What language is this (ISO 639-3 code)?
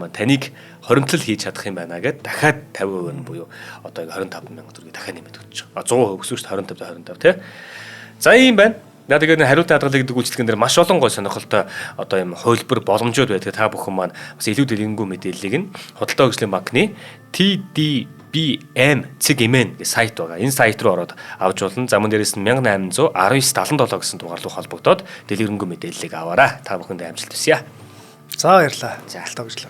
mon